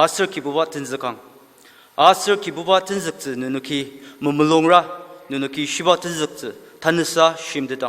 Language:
Ao Naga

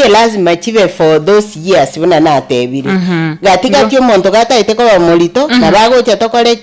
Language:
Gusii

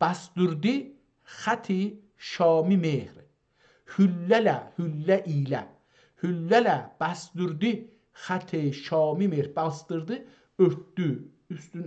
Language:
South Azerbaijani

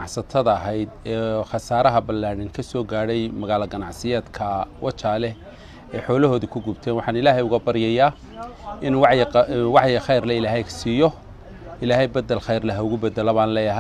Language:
Somali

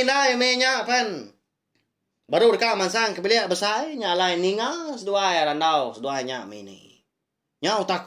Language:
Iban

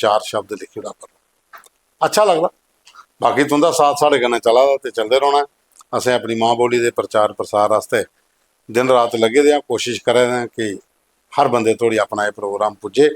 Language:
Dogri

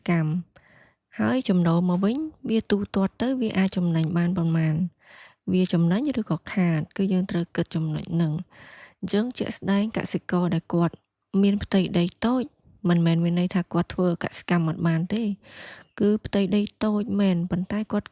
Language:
Khmer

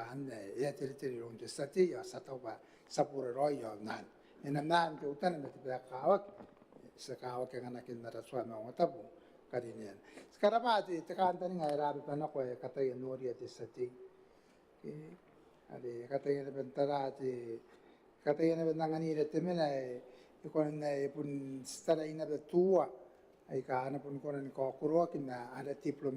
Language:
Gilbertese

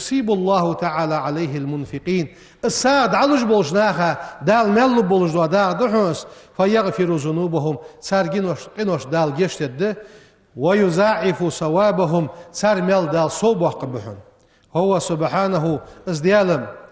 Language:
Ingush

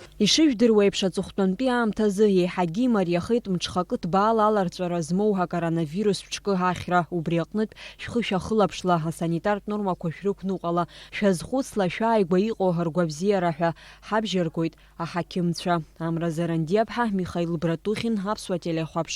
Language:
Abkhazian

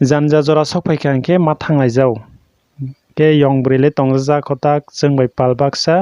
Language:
Kok Borok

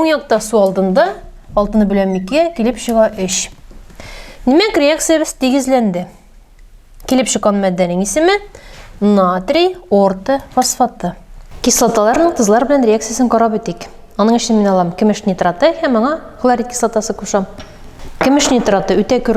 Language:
Tatar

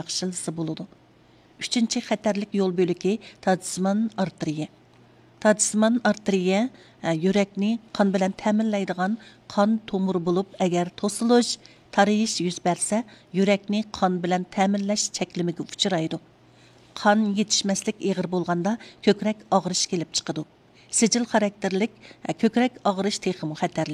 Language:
Uyghur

